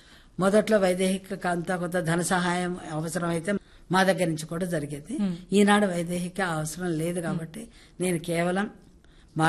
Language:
Telugu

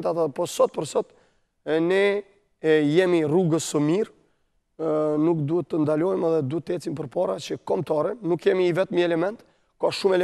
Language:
Albanian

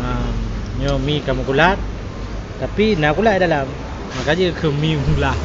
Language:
Achinese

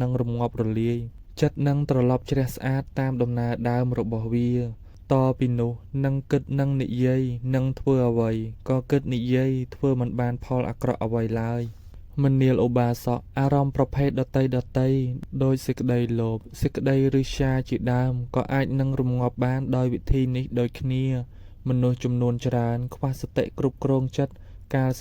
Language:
Khmer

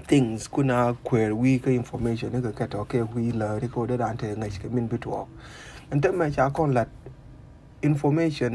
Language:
Nuer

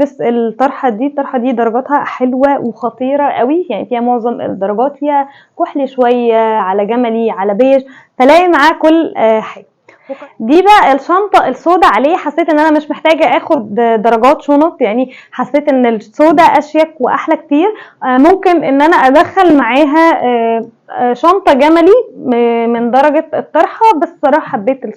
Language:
Egyptian Arabic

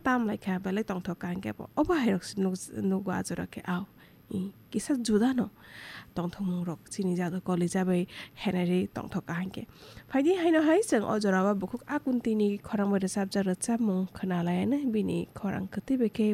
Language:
Kok Borok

